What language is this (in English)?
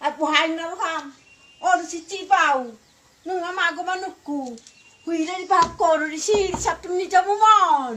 Batak Toba